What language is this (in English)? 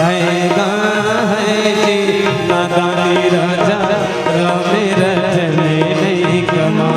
Chhattisgarhi